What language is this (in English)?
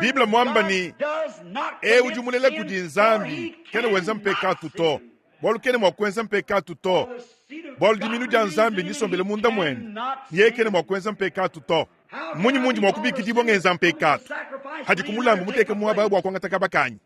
Luba-Lulua